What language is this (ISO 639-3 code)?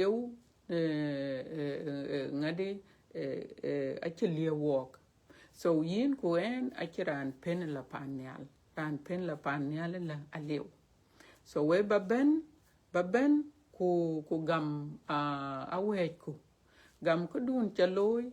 din